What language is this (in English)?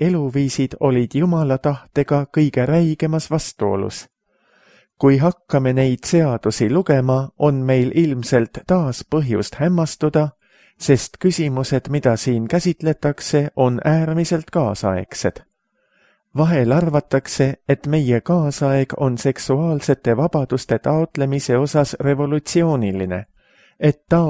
Estonian